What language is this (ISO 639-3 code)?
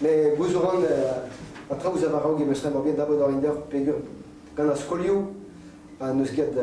bre